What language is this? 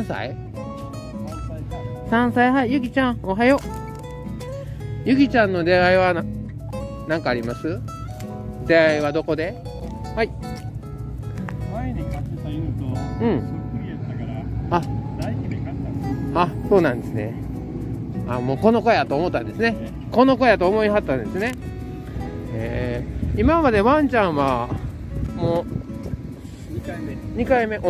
Japanese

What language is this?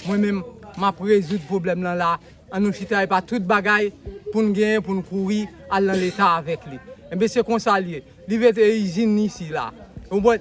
Haitian Creole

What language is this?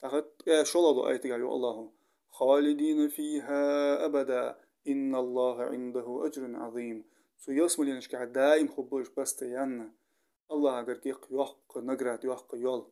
Ingush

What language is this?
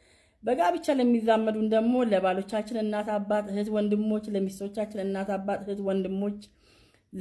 Amharic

